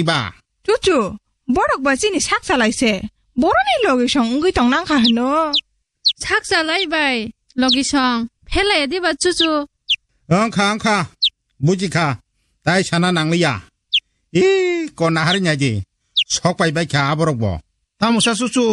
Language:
Kok Borok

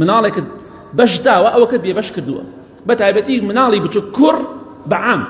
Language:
Central Kurdish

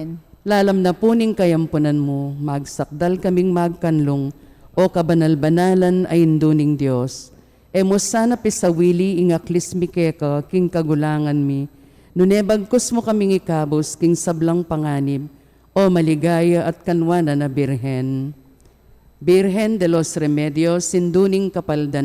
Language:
Pampanga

